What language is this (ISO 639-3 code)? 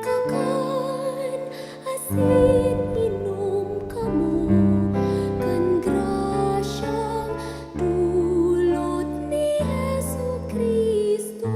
bik